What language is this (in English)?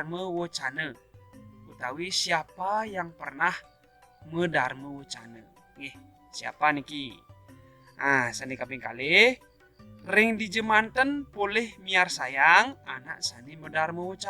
Balinese